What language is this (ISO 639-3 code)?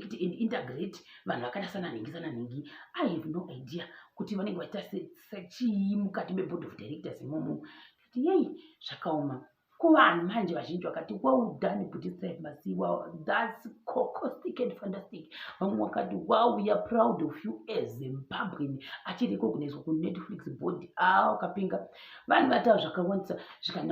sna